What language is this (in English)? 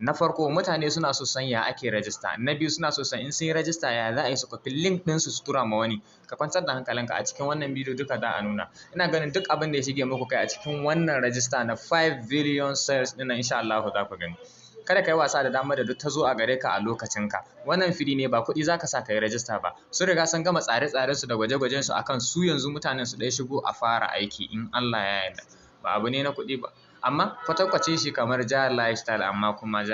Hausa